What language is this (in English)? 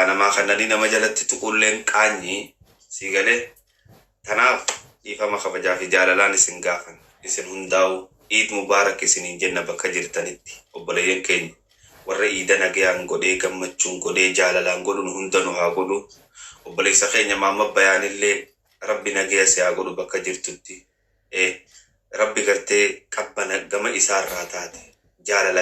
Oromo